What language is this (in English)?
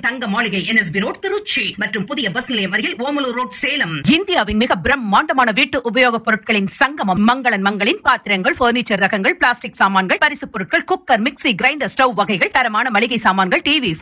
Tamil